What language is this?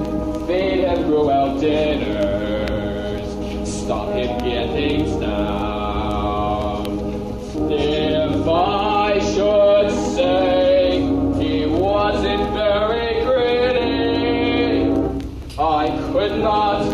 English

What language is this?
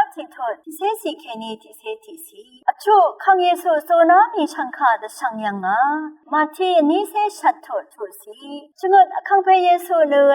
Rawang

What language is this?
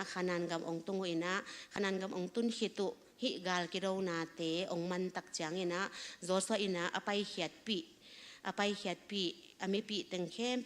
Tedim Chin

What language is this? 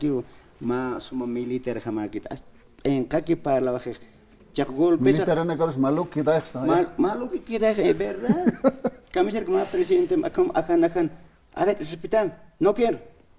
Aymara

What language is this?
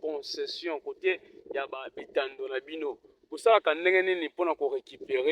Lingala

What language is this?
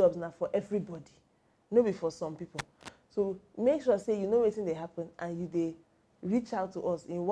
Nigerian Pidgin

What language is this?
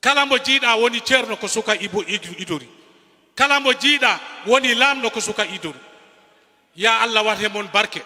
Fula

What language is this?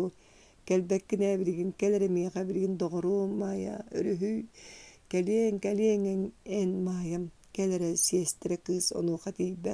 Yakut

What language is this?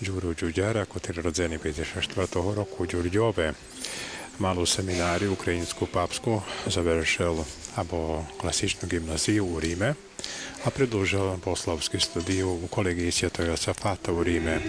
Rusyn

